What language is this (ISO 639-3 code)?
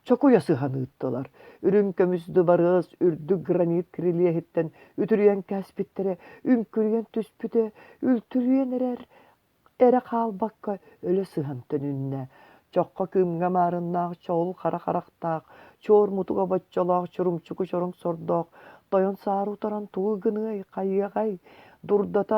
sah